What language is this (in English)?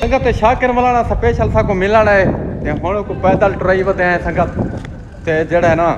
Saraiki